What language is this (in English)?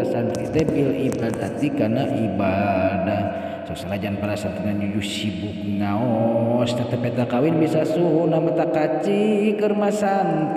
Sundanese